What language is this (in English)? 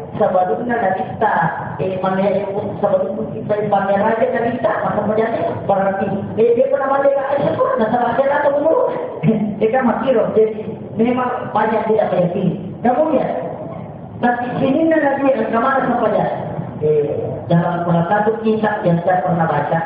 Buginese